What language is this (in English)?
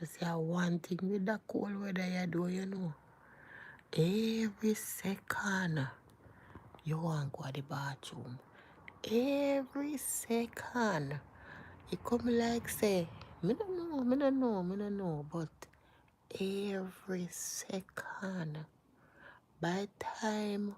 Jamaican Creole English